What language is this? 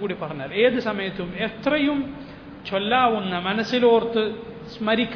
Malayalam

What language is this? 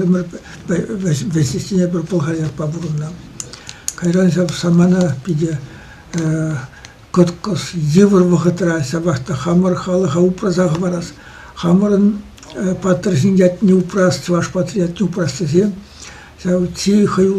Chuvash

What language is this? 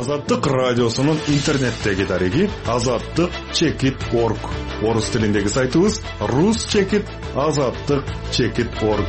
Kyrgyz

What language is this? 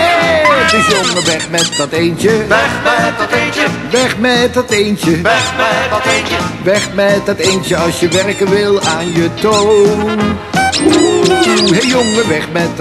Dutch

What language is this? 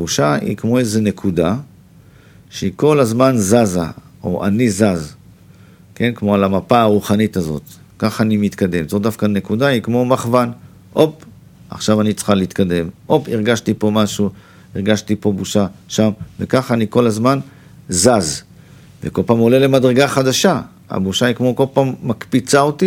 Hebrew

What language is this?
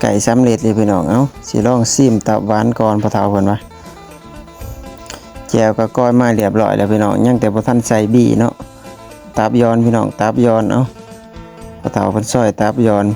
Lao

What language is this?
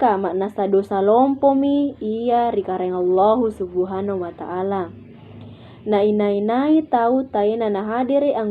Makasar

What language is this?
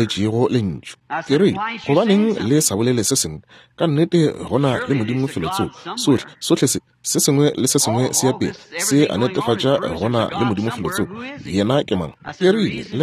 Northern Sotho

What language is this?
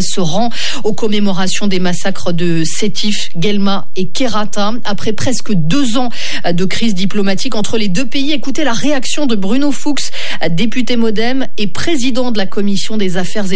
French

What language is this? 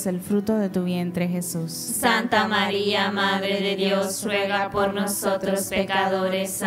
Spanish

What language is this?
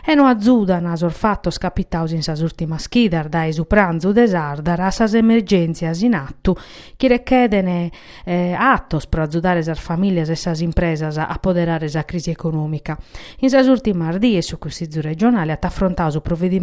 Sardinian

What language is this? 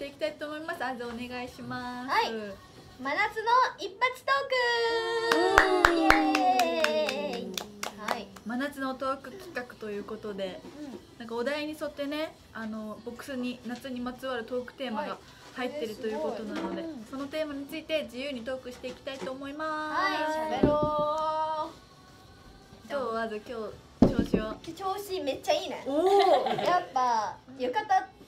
Japanese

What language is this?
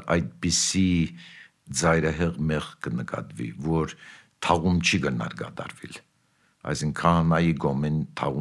Armenian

